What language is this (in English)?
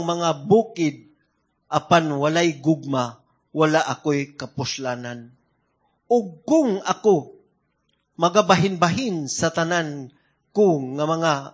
Cebuano